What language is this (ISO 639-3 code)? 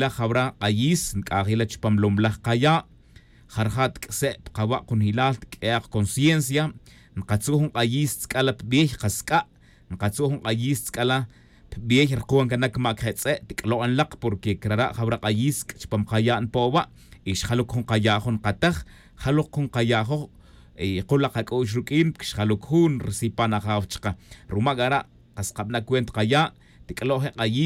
tzj